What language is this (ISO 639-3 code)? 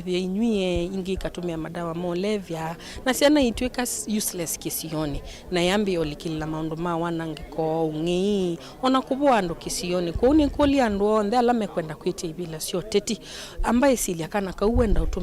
kam